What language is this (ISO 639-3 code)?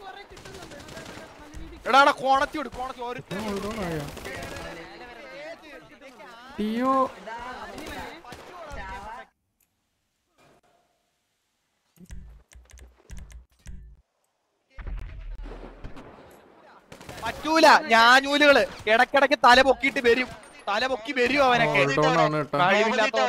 mal